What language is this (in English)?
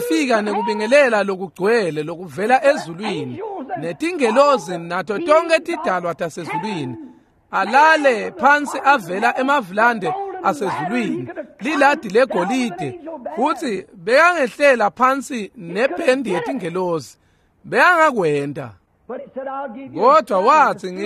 Swati